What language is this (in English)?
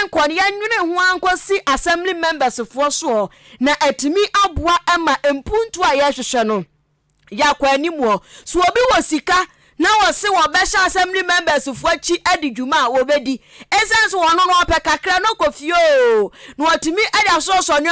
Akan